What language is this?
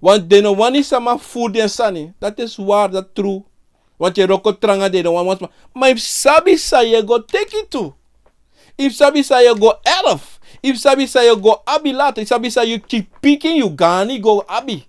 Sranan Tongo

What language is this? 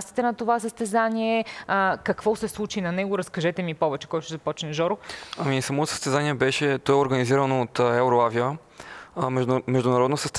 Bulgarian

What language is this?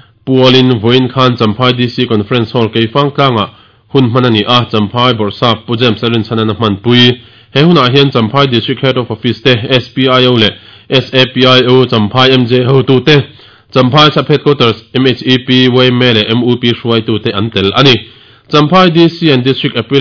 Mizo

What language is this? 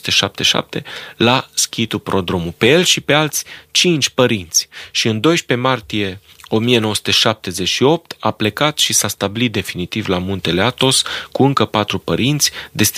Romanian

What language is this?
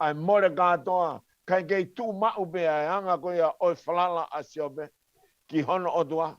Tongan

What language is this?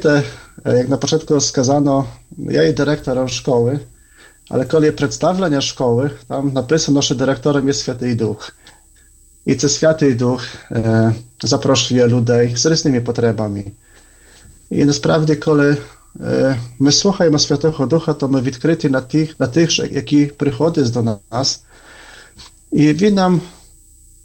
Ukrainian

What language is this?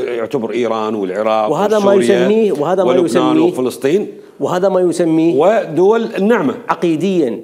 Mesopotamian Arabic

